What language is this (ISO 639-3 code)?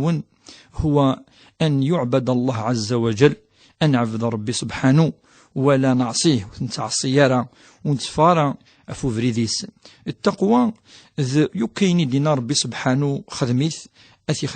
kab